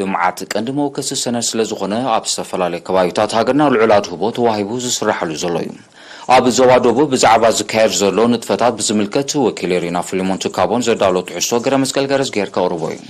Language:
Tigrinya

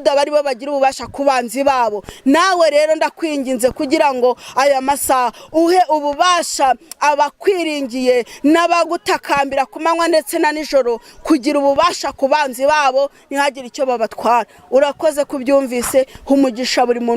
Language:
Kinyarwanda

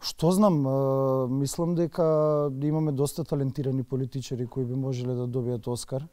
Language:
Macedonian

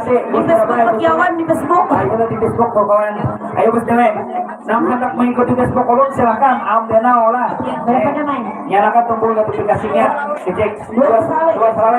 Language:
Banjar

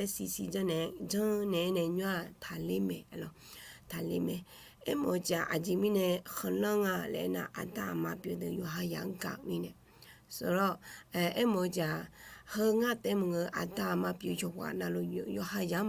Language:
Akha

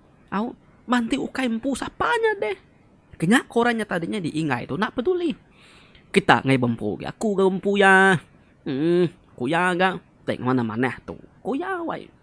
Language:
Iban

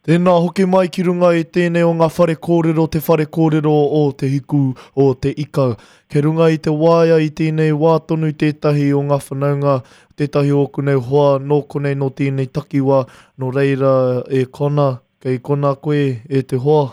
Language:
Māori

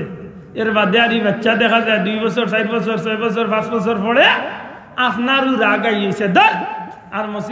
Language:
Sylheti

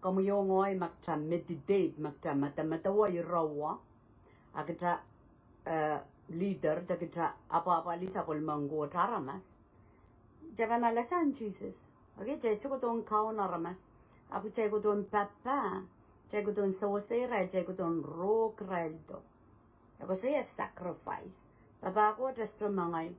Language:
Pohnpeian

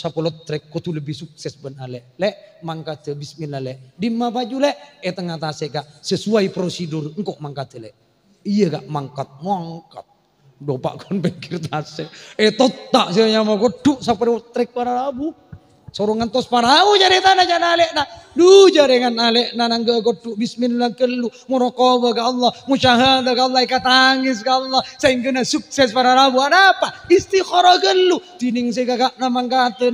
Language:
Madurese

